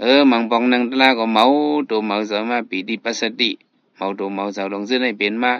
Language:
Shan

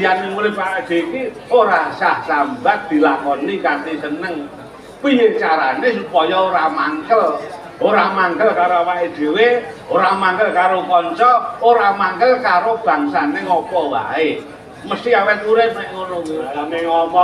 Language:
Javanese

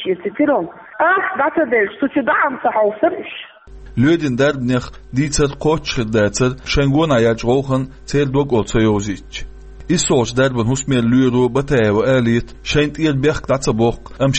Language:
Chechen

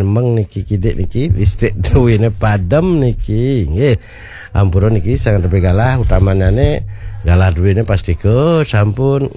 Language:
Balinese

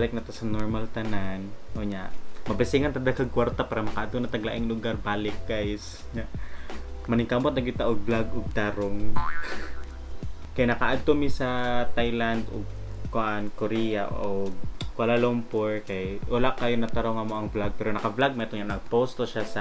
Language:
Cebuano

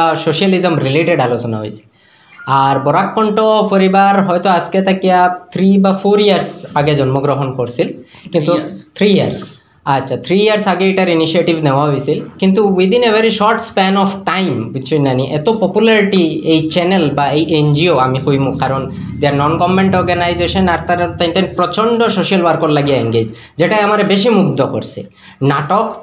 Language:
Sylheti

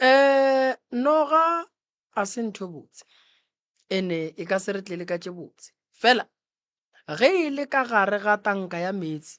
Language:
Northern Sotho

